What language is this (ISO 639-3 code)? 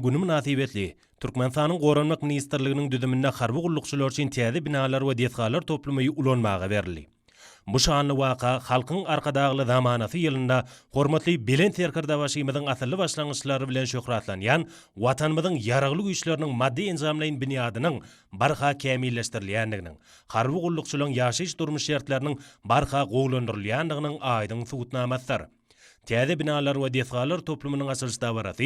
tuk